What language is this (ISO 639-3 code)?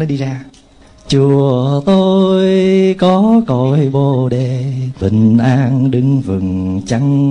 vie